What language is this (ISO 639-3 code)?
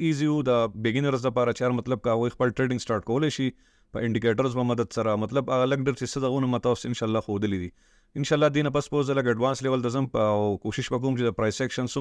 pus